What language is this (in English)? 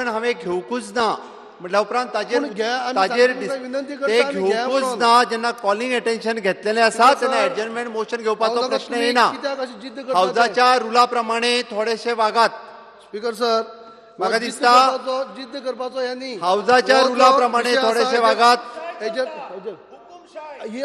Konkani